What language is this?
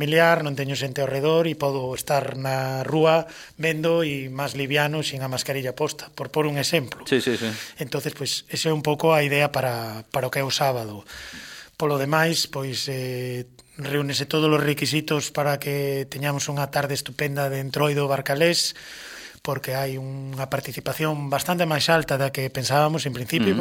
Galician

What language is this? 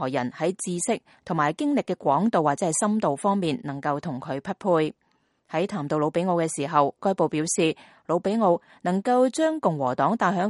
Cantonese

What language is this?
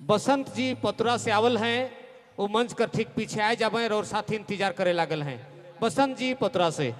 Sadri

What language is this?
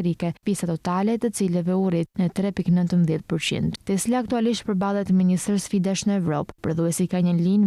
Albanian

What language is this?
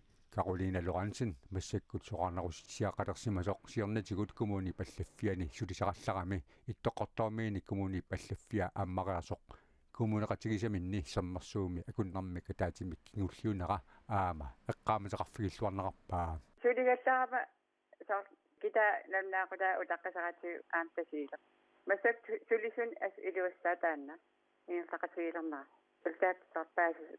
Kalaallisut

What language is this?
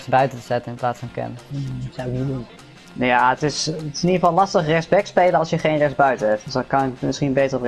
Dutch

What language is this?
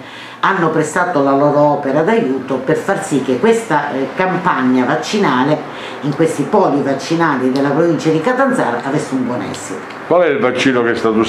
Italian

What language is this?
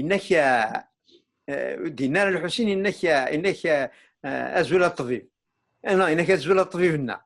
Kabyle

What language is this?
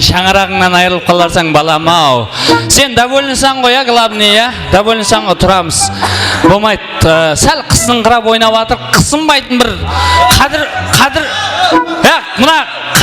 Kara-Kalpak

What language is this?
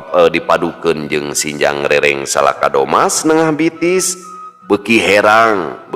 Sundanese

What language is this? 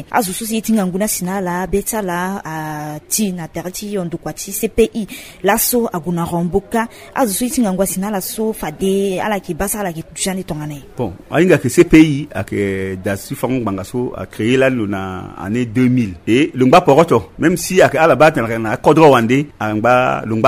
Sango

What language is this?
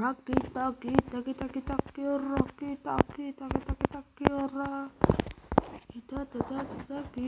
Kara-Kalpak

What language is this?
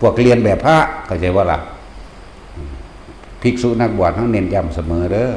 Northeastern Thai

